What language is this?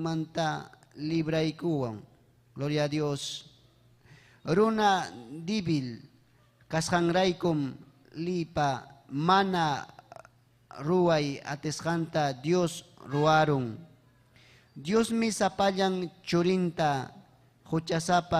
Ayacucho Quechua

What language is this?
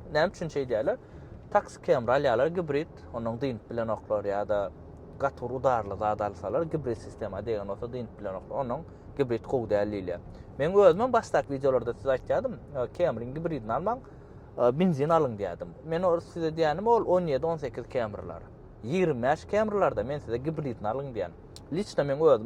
Turkmen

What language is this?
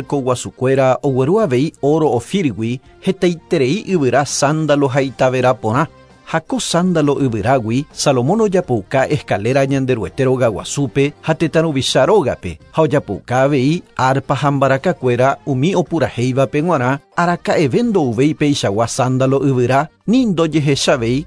Guarani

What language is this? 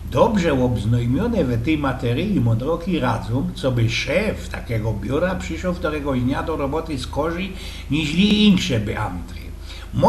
Silesian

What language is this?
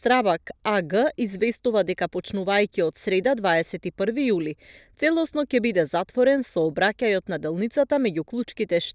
Macedonian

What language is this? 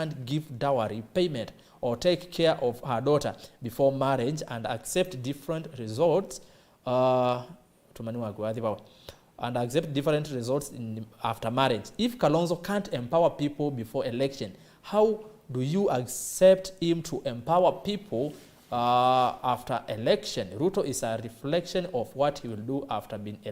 Kamba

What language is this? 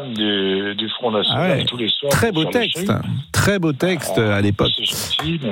French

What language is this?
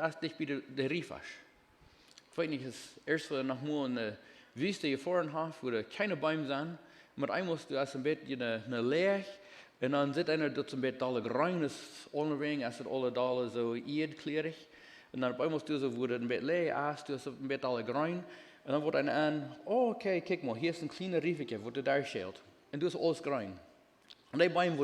Plautdietsch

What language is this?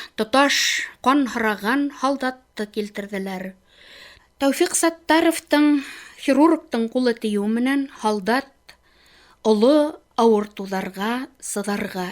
Bashkir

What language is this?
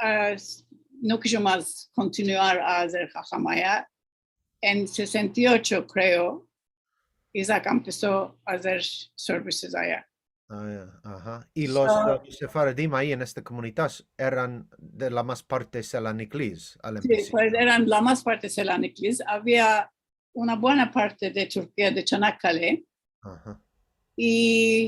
Ladino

